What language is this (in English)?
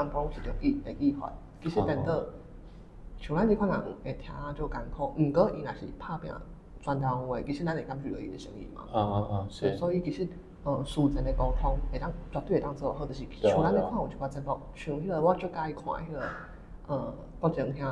Min Nan Chinese